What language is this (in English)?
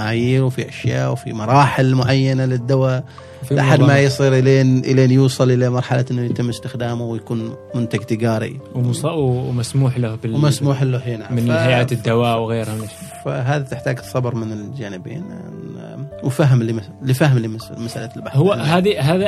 Gulf Arabic